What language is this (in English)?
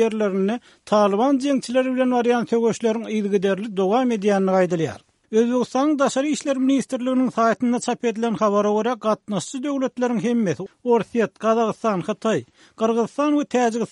Turkmen